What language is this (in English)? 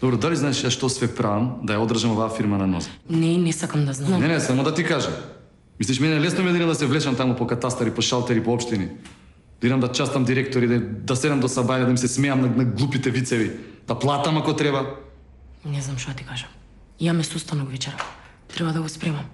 Macedonian